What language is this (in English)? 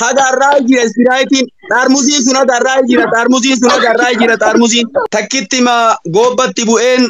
Oromo